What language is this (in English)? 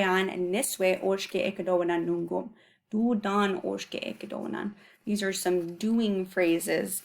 Chippewa